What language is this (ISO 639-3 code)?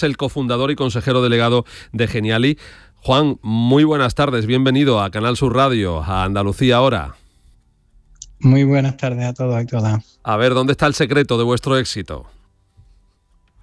spa